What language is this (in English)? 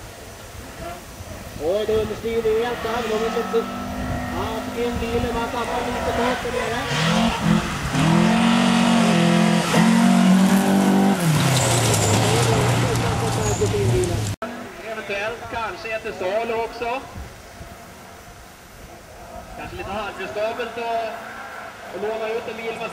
Swedish